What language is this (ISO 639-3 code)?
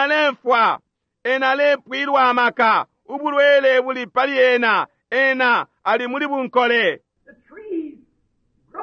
bem